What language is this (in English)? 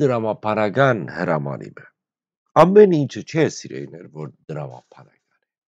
Western Armenian